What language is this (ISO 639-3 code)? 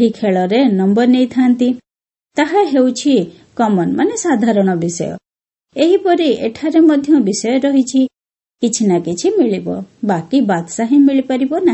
ori